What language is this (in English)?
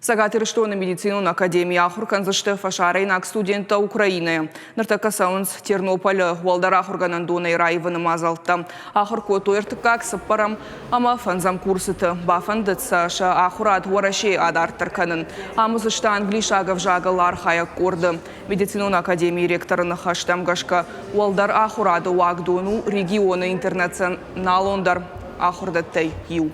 Ossetic